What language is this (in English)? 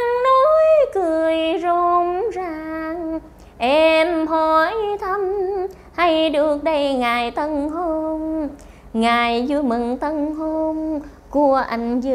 Vietnamese